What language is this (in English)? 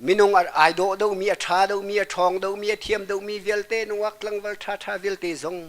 Hakha Chin